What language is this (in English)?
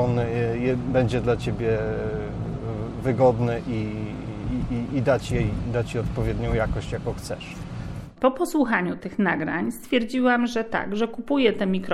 Polish